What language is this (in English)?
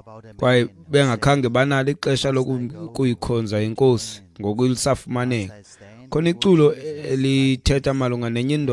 Xhosa